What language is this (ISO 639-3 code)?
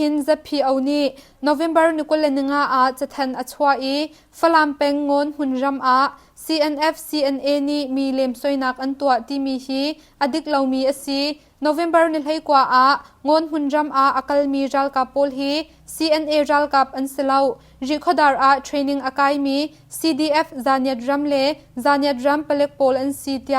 cnh